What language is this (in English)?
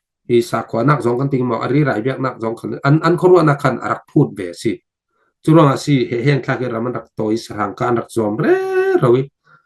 Falam Chin